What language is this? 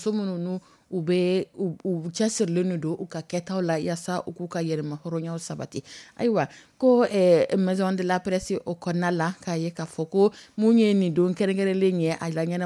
Dyula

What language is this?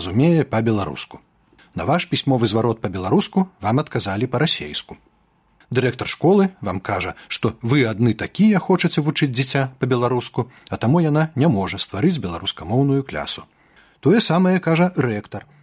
Belarusian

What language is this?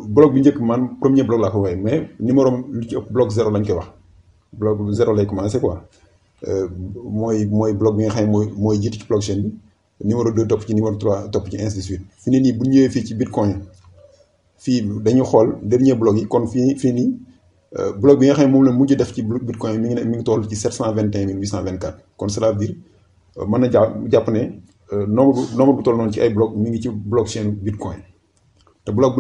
Wolof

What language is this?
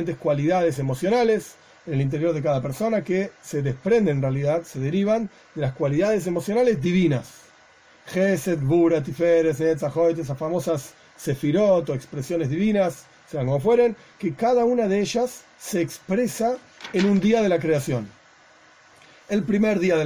Spanish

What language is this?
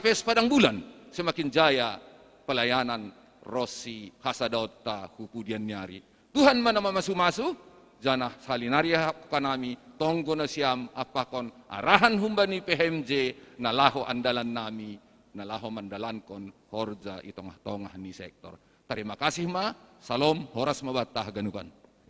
Batak Simalungun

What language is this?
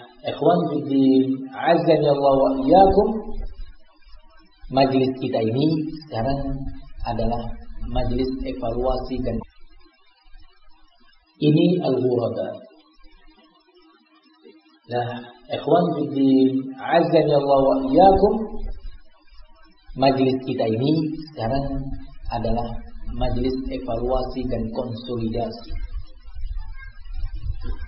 Indonesian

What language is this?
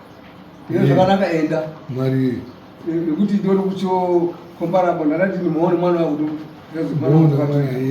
Shona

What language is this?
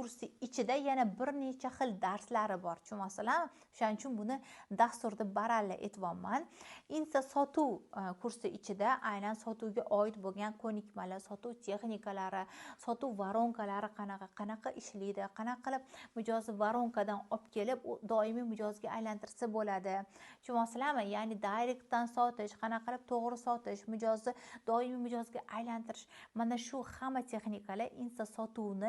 Uzbek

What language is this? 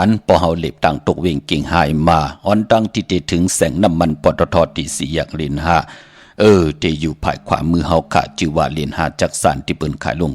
Shan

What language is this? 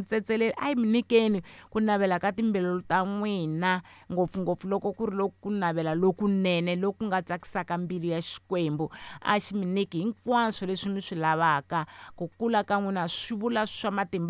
Tsonga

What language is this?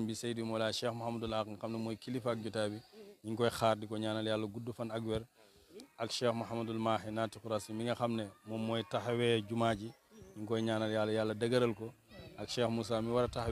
Wolof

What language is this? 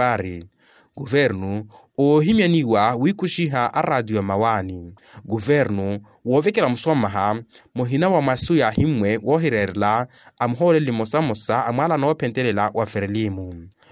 Makhuwa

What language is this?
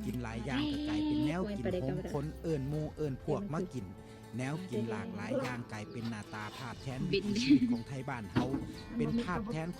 Northeastern Thai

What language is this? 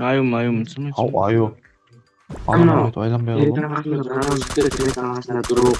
Kara-Kalpak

